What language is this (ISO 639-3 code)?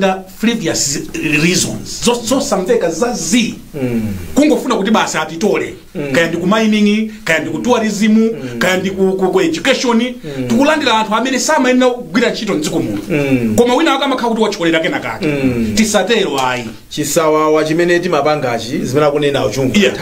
nya